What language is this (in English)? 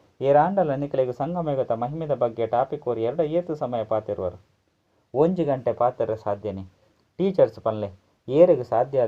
Tulu